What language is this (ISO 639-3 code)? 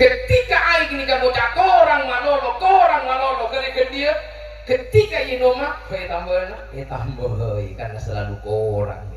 mad